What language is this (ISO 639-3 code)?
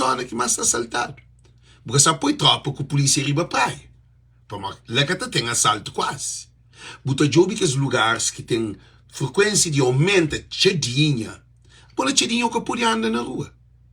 kea